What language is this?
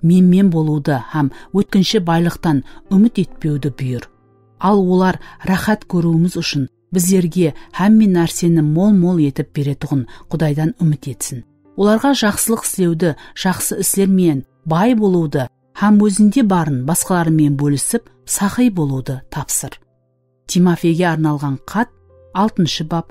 Kara-Kalpak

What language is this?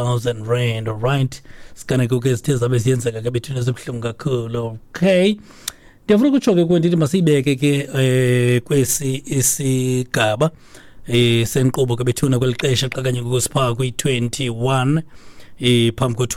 Xhosa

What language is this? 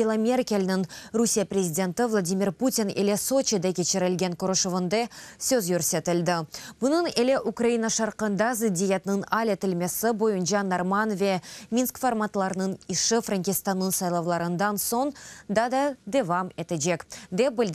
Crimean Tatar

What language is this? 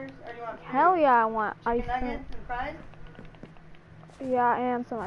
English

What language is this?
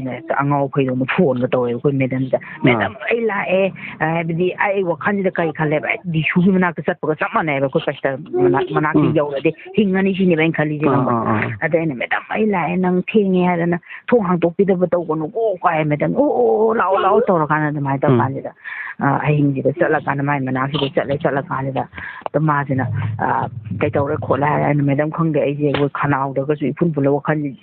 Manipuri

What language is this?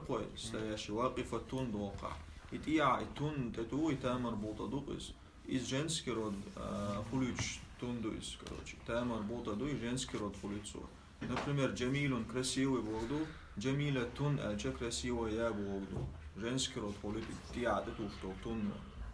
Chechen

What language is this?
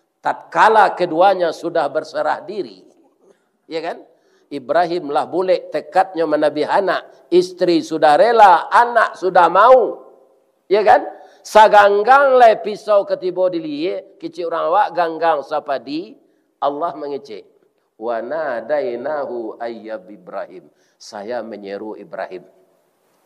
Minangkabau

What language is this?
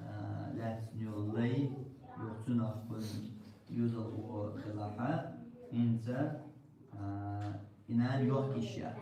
Chechen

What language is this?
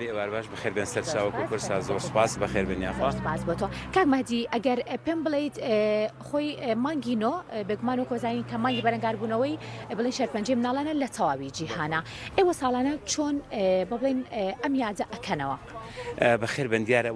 Central Kurdish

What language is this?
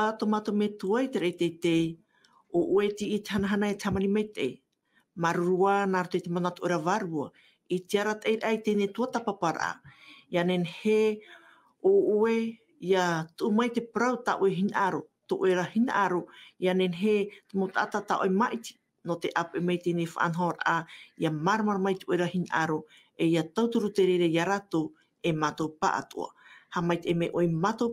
Tahitian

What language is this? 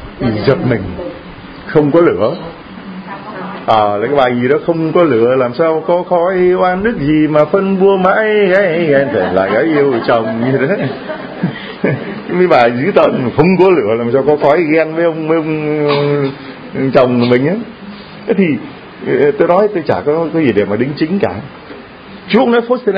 Vietnamese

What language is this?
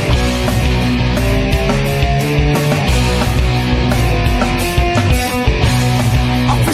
Greek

